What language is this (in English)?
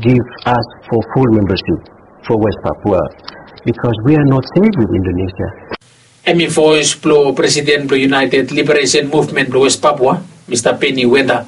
Bislama